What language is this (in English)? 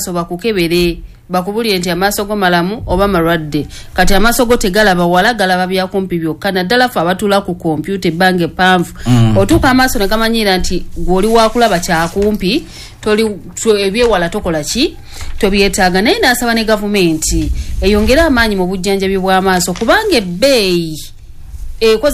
Ganda